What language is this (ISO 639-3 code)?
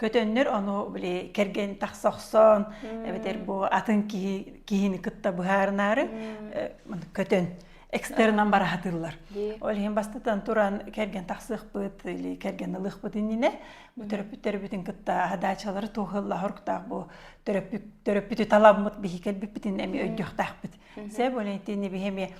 sah